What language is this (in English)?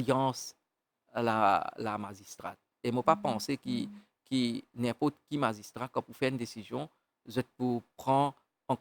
Morisyen